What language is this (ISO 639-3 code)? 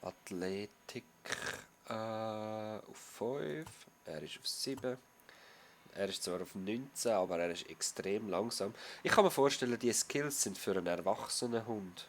gsw